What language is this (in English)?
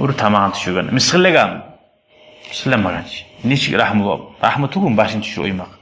Kumyk